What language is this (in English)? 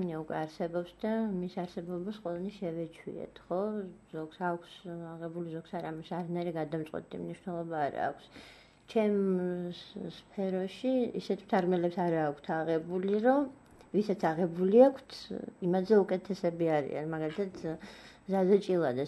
Georgian